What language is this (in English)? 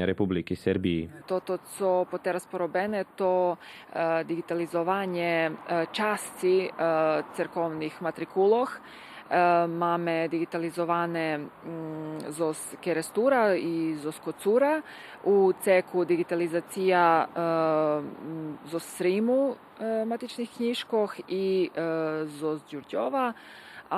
Rusyn